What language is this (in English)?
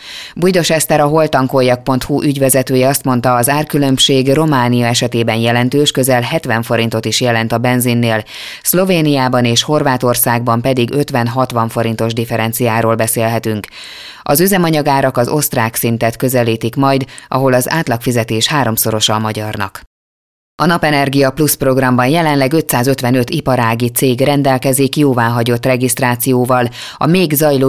Hungarian